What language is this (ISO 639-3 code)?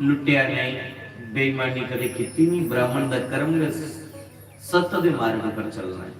doi